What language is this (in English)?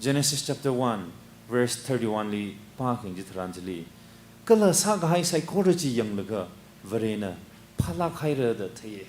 Tangkhul Naga (India)